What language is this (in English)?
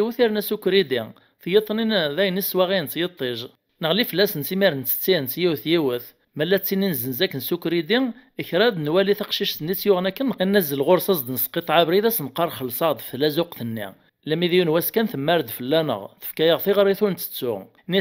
Kabyle